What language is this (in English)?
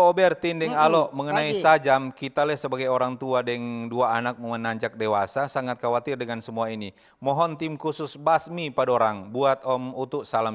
Manado Malay